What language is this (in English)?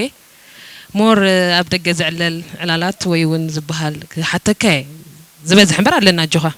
Tigrinya